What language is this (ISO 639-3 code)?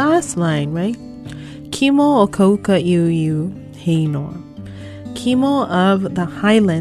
haw